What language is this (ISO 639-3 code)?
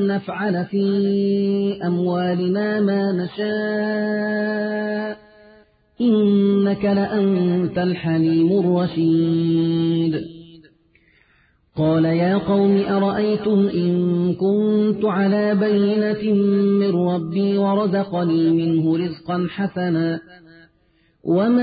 ara